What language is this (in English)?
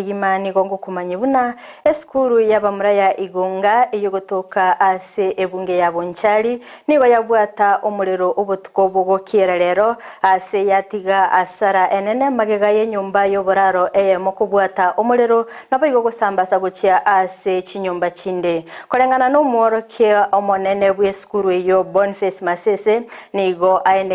Gusii